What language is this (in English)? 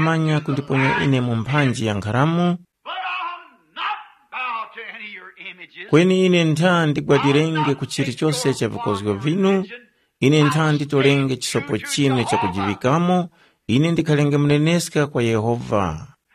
Tumbuka